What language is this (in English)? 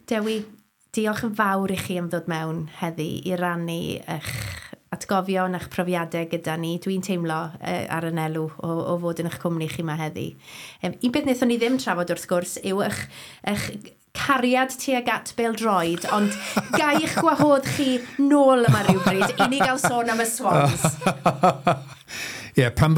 Welsh